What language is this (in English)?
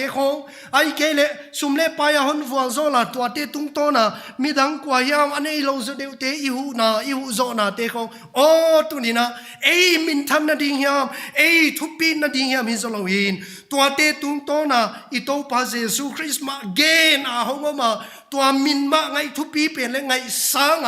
Paite Chin